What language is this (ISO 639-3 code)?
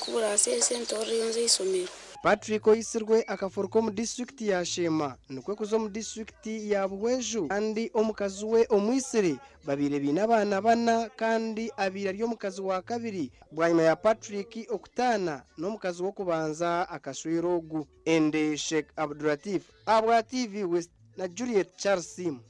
nyn